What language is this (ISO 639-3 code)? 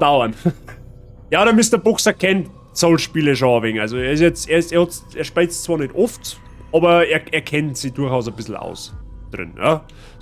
bar